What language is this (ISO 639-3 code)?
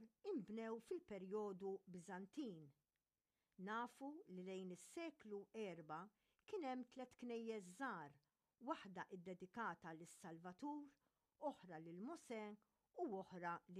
mlt